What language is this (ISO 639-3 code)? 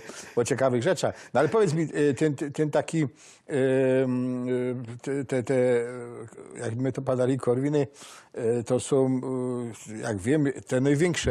szl